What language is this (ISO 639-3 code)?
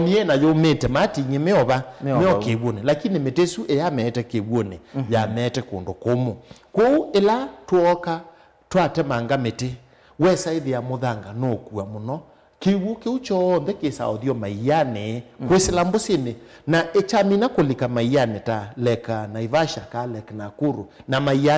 kam